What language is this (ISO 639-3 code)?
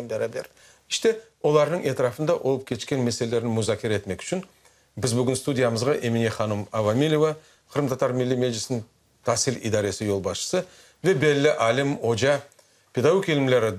crh